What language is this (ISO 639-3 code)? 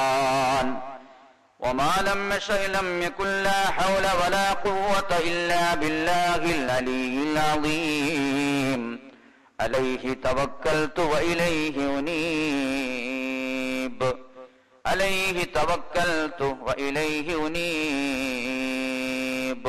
mal